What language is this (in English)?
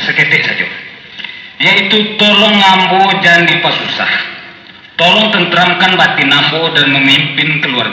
Minangkabau